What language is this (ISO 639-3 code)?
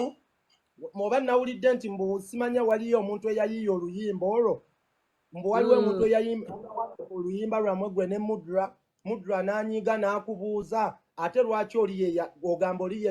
lug